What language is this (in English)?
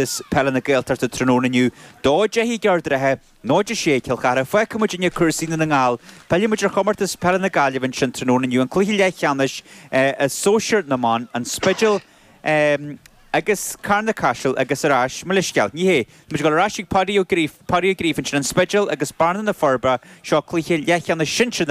Irish